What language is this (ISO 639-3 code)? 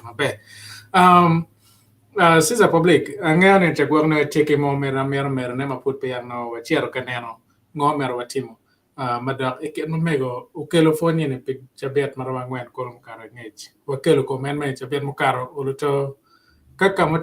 ach